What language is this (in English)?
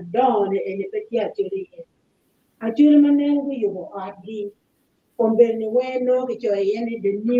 Acoli